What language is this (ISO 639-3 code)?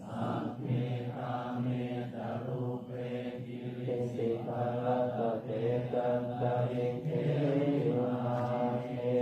pli